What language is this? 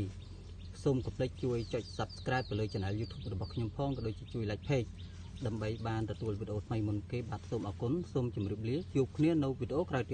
Khmer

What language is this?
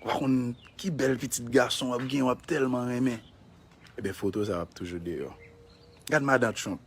Haitian Creole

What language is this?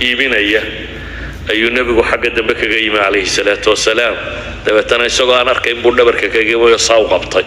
Somali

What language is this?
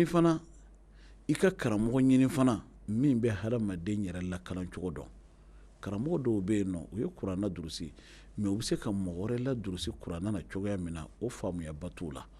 Bambara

